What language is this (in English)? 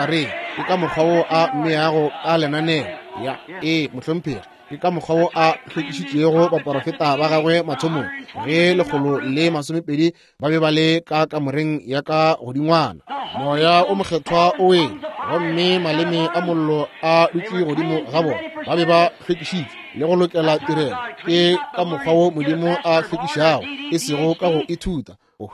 Northern Sotho